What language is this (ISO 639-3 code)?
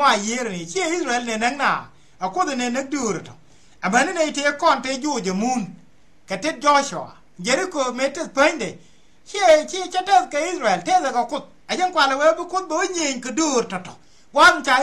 nus